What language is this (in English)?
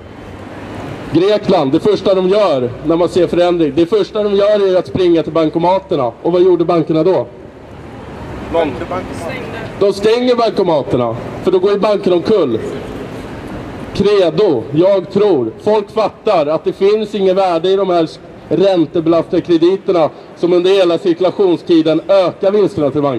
Swedish